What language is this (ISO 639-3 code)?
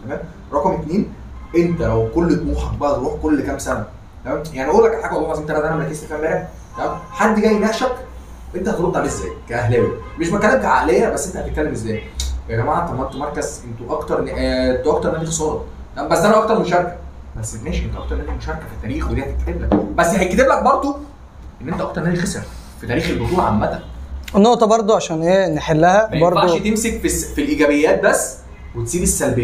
arz